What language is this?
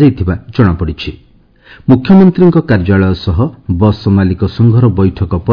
Odia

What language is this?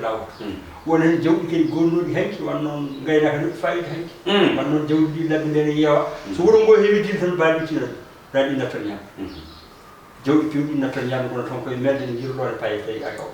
Fula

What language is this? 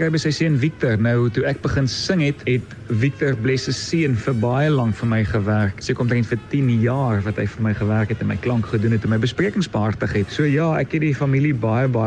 Afrikaans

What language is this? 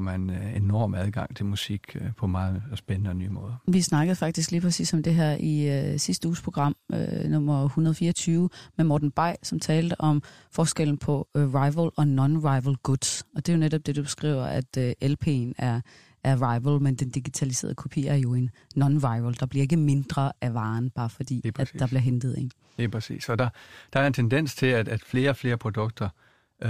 Danish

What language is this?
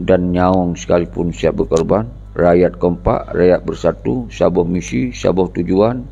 Achinese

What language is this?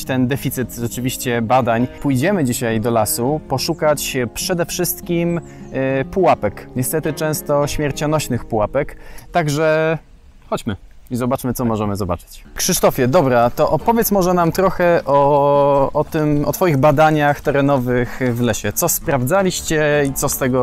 Polish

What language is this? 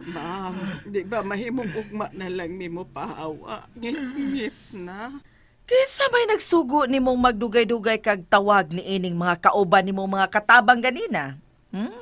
Cebuano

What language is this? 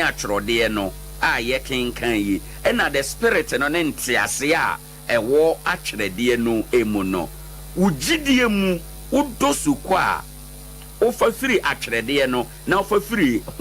Akan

